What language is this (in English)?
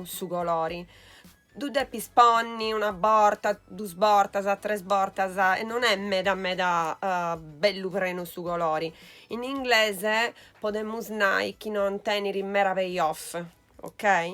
Sardinian